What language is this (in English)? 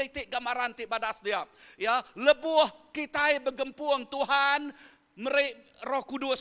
Iban